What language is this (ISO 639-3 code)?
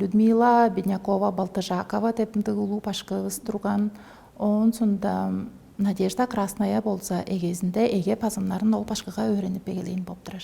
tyv